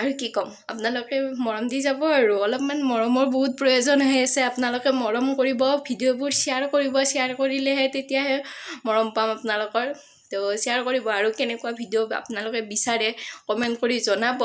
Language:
Assamese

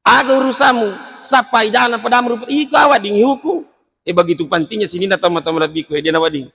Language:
Buginese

